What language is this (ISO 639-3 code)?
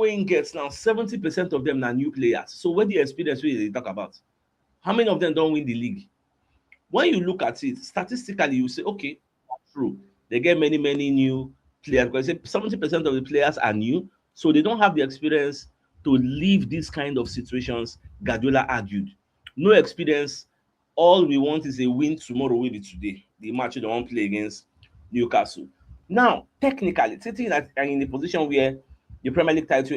pcm